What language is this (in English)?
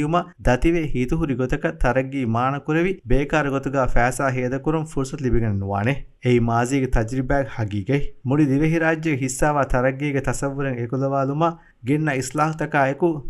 Divehi